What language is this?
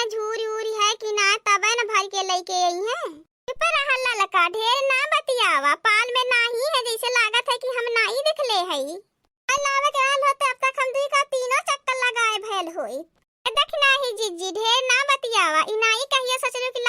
Awadhi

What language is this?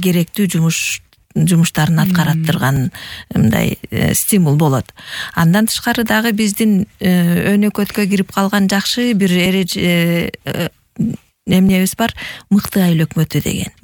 Kyrgyz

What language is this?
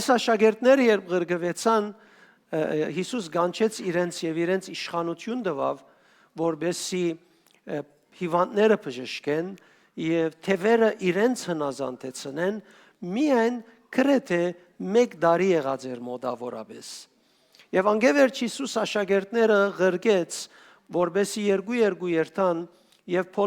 Western Armenian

